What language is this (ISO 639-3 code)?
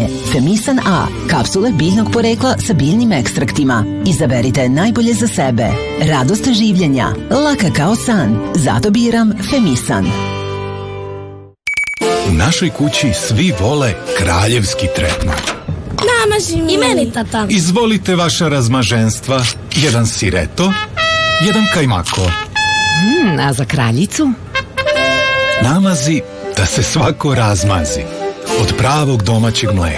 srp